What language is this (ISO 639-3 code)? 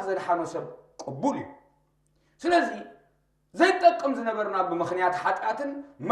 tir